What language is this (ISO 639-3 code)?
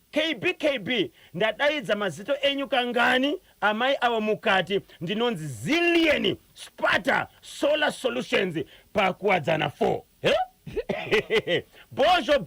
sna